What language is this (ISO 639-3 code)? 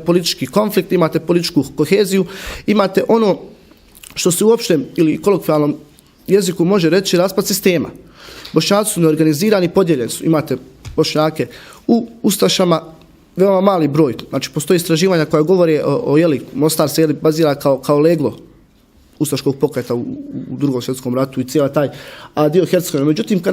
bos